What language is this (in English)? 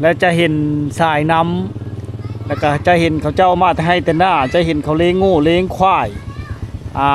Lao